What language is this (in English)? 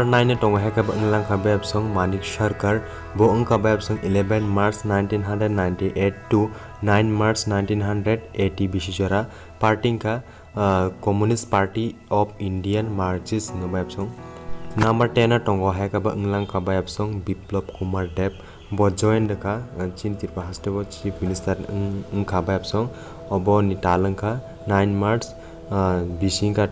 Kok Borok